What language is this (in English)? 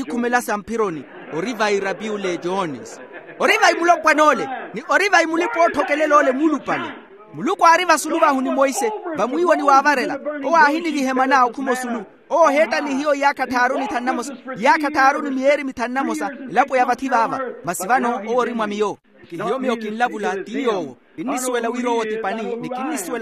Makhuwa